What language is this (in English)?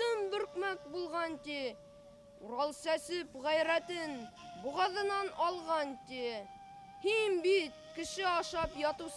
Bashkir